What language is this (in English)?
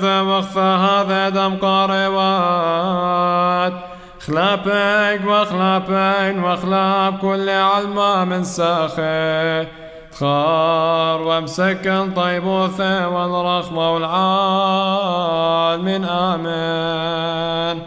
Classical Syriac